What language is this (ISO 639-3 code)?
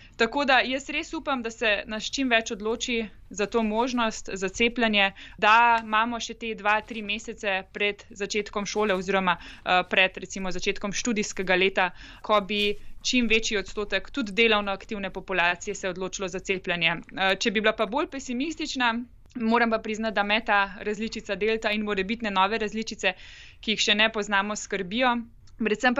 slv